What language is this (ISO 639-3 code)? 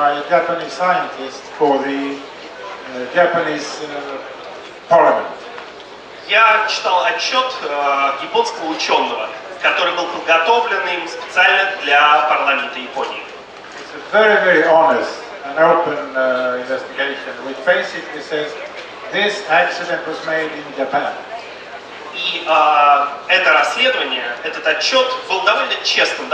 rus